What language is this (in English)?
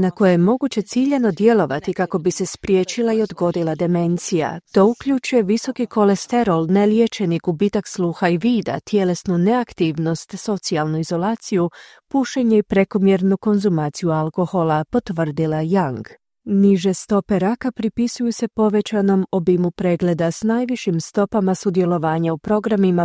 Croatian